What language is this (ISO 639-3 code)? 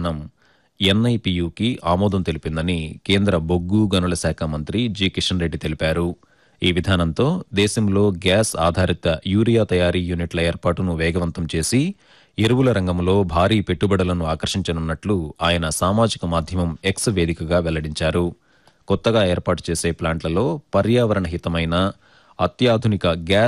tel